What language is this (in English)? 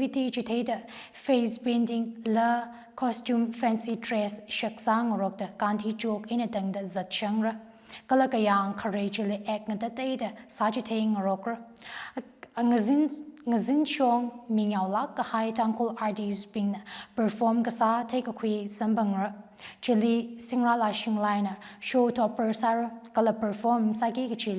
Tangkhul Naga (India)